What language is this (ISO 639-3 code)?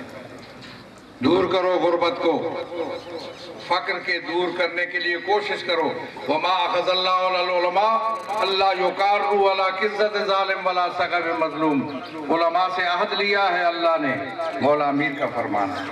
urd